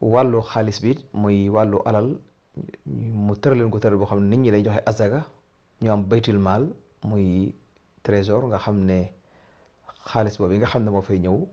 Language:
Wolof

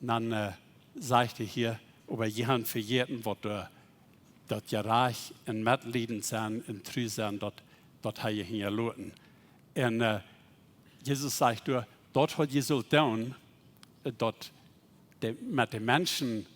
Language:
Plautdietsch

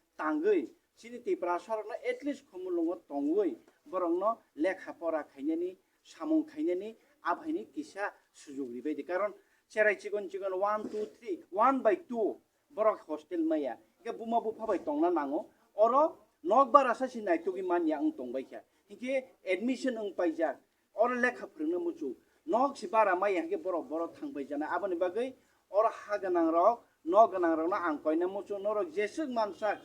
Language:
Kok Borok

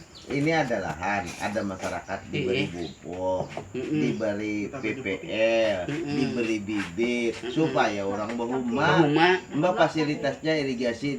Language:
Banjar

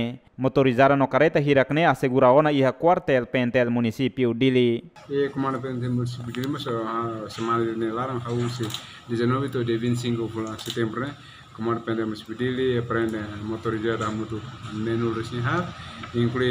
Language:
Tetum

